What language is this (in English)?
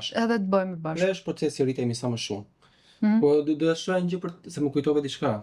Albanian